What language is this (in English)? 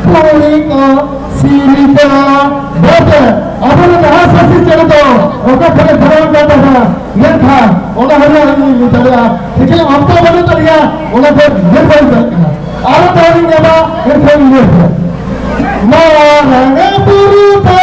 Santali